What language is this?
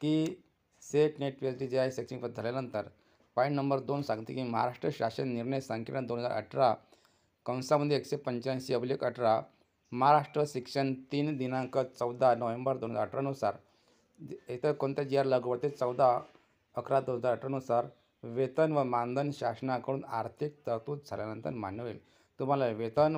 Marathi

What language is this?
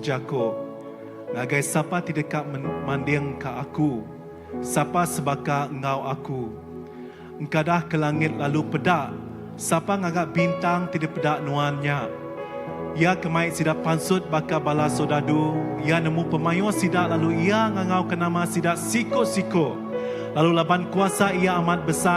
Iban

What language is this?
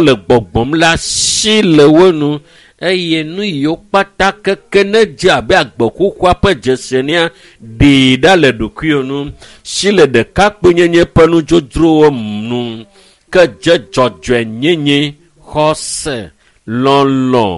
Ewe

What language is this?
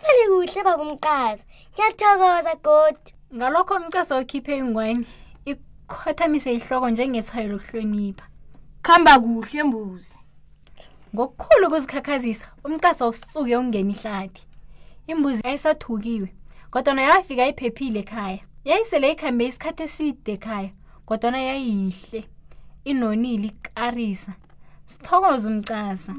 South Ndebele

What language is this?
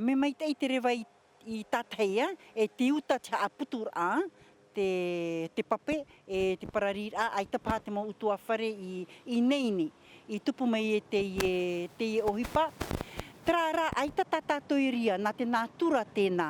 Tahitian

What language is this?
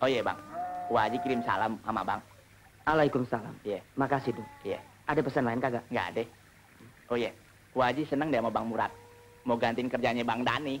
Betawi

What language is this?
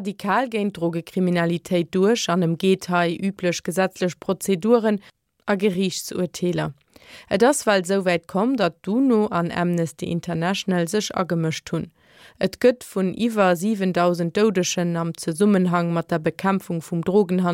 Luxembourgish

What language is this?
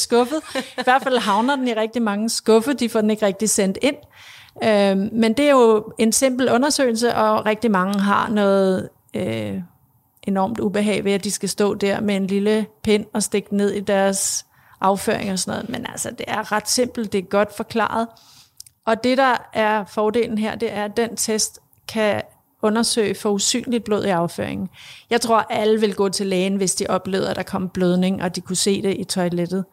Danish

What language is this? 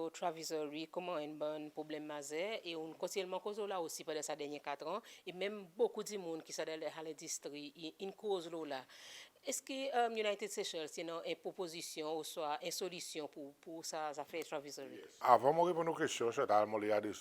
Seselwa Creole French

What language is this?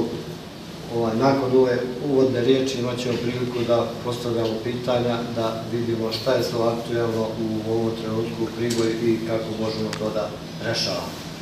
Serbian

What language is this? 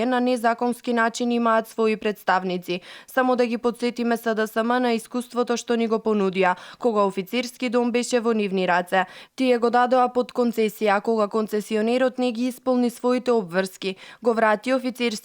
Macedonian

